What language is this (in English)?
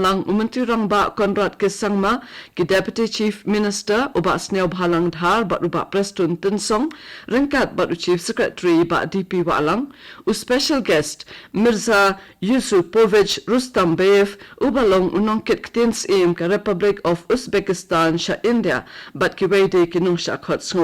Khasi